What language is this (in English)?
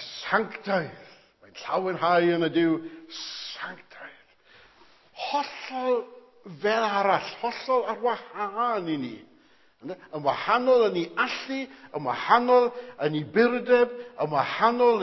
Welsh